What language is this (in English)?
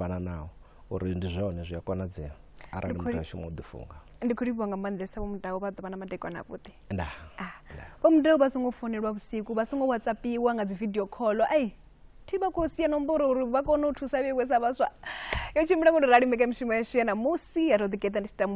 Venda